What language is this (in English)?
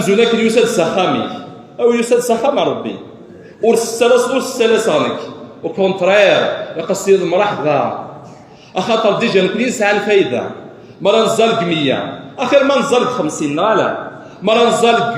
Kabyle